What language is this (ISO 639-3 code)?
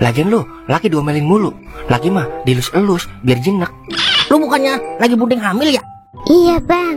bew